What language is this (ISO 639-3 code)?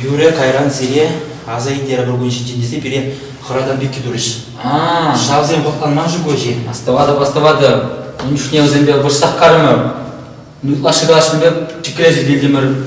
chv